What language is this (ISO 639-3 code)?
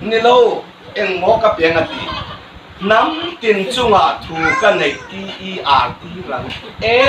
hmr